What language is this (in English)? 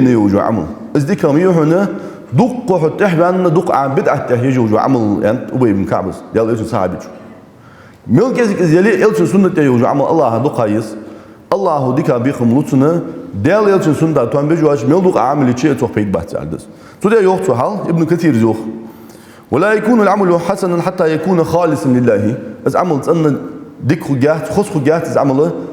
Ingush